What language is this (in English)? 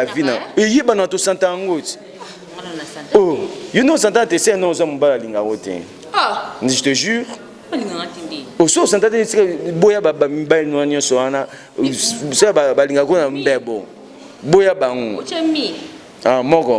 Lingala